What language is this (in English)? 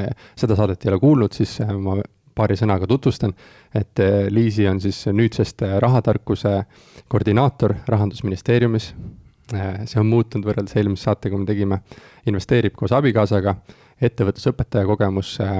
Estonian